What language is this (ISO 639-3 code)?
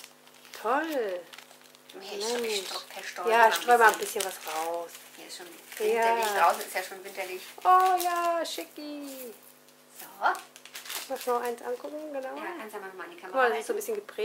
deu